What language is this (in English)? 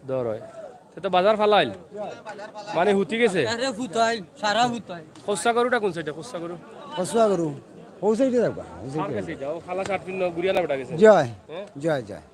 Sylheti